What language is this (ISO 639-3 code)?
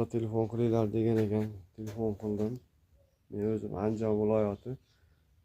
uzb